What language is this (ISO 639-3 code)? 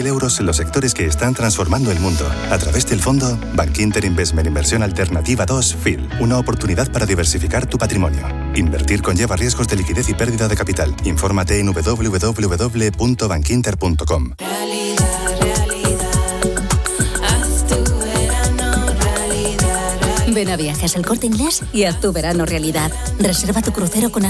spa